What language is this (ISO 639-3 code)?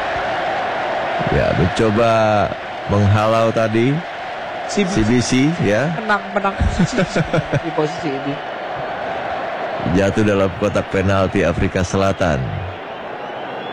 ind